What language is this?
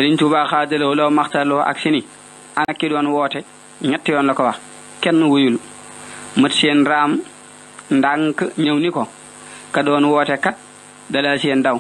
Wolof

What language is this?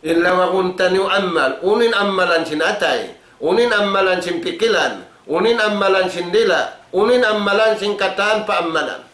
Tausug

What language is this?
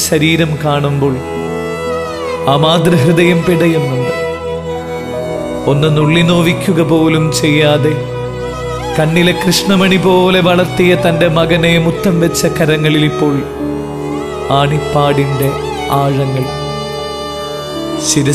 Malayalam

